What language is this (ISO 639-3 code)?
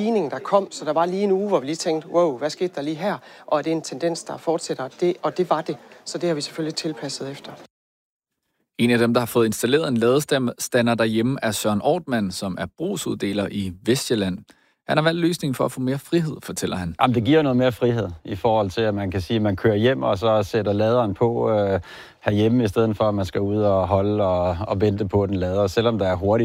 dan